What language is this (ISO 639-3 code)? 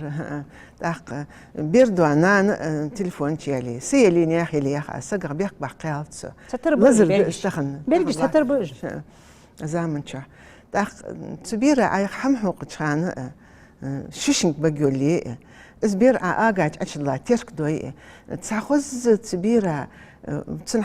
inh